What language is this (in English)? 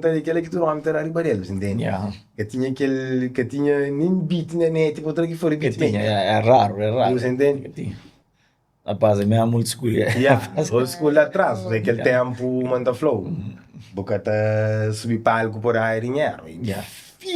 Kabuverdianu